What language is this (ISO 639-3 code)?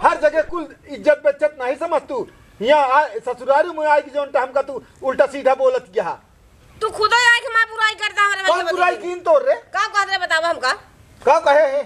awa